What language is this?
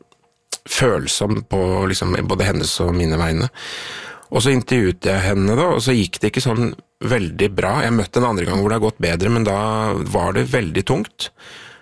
Norwegian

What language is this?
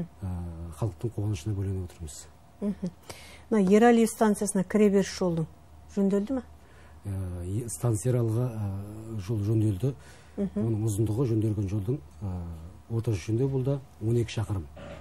Kazakh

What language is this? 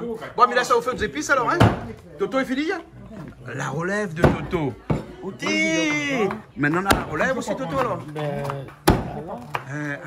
Réunion Creole French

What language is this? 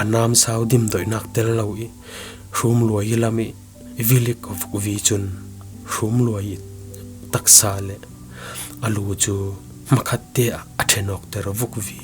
Falam Chin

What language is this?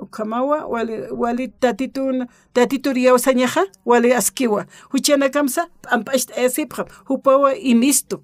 Aymara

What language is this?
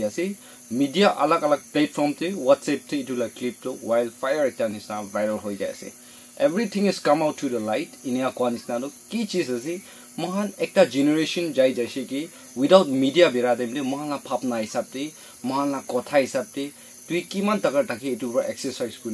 Naga Pidgin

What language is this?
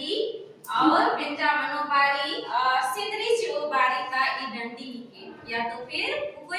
Kurukh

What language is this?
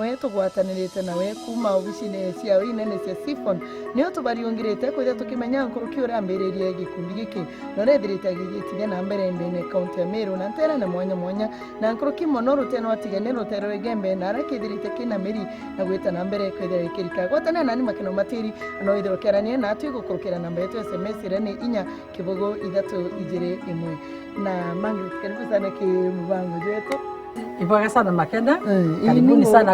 Meru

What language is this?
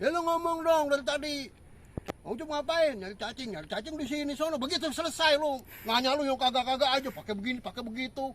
Betawi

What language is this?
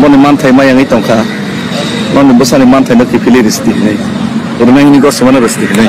Kok Borok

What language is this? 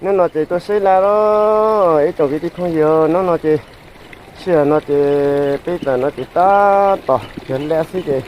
Hmong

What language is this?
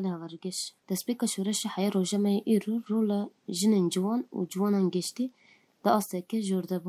Kurdish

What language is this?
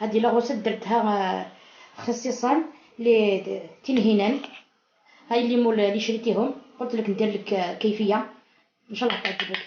Algerian Arabic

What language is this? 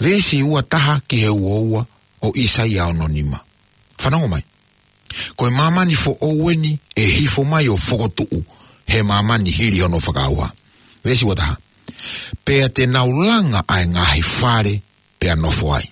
Tongan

